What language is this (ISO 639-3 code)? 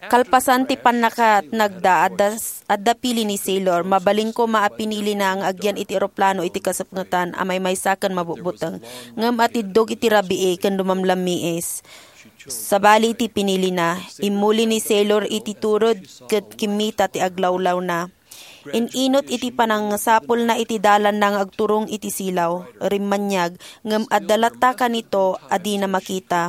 ilo